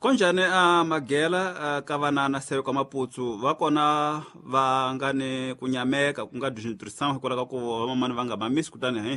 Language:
Tsonga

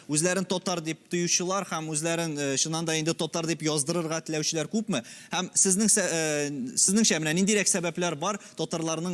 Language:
Tatar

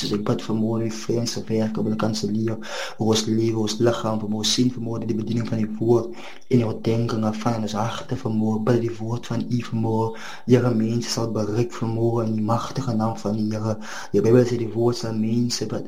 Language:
Afrikaans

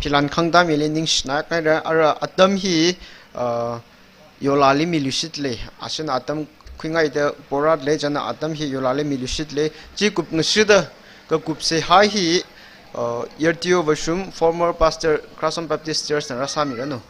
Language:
Tangkhul Naga (India)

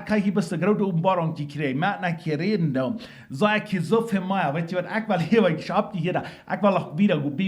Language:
Plautdietsch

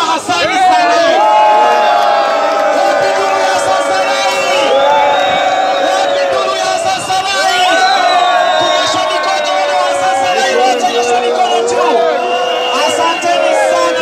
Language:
Swahili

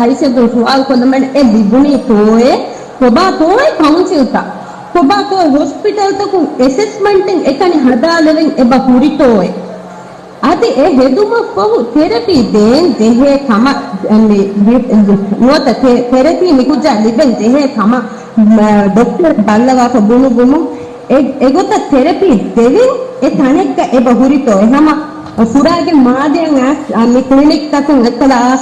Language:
Divehi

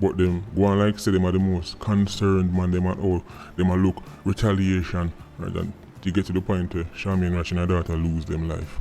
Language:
Jamaican Creole English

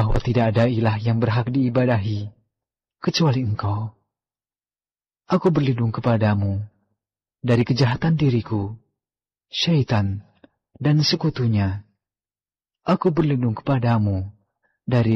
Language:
Indonesian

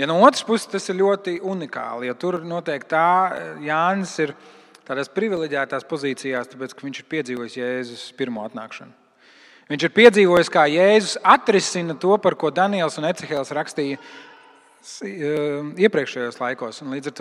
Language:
Latvian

